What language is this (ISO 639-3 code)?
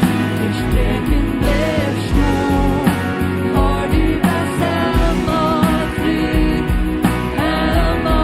pdt